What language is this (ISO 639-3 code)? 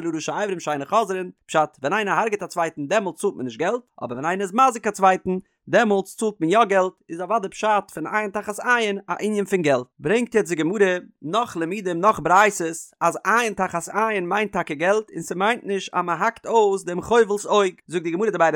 yid